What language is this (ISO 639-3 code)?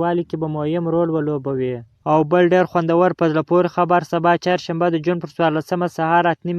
pus